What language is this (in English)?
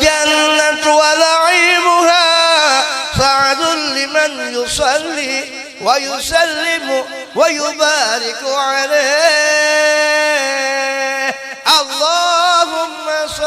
Banjar